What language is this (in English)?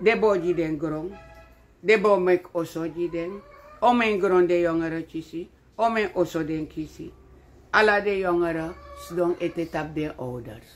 Sranan Tongo